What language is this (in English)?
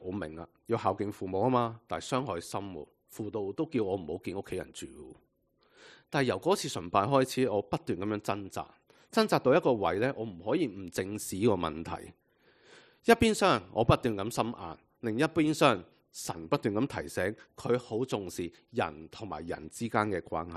Cantonese